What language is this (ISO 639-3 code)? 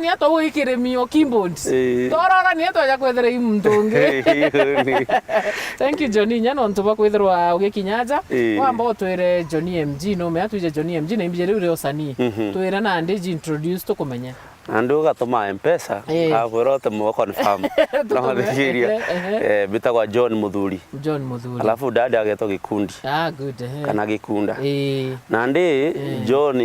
mer